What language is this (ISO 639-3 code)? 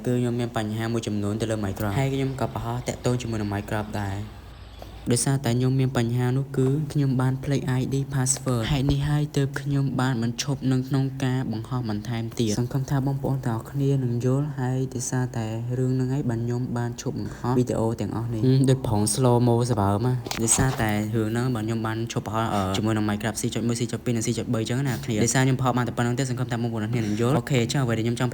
khm